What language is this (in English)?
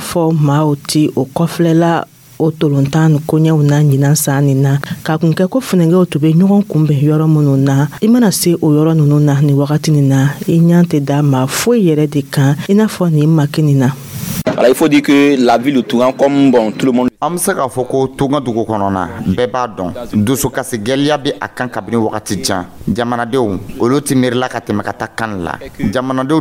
Dyula